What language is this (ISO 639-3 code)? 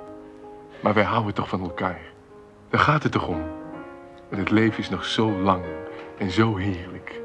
nld